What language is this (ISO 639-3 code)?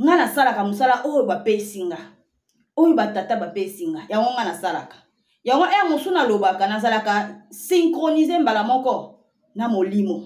lin